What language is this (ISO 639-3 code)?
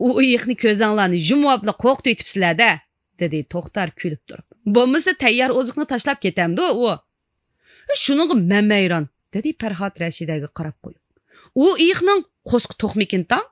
uig